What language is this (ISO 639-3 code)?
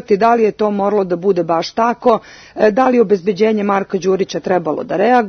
srp